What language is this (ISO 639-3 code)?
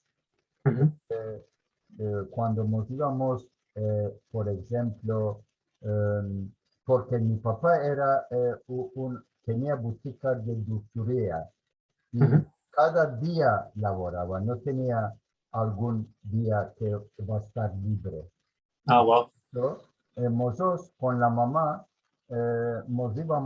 lad